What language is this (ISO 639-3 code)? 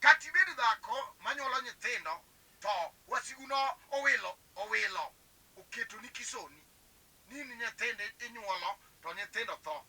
luo